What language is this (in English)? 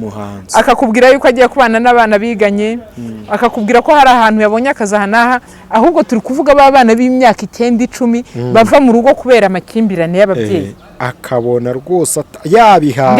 Kinyarwanda